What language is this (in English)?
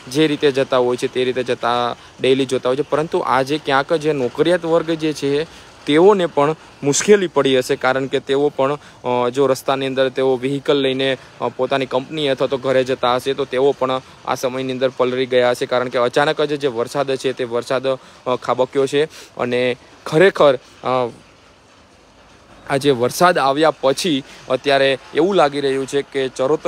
Gujarati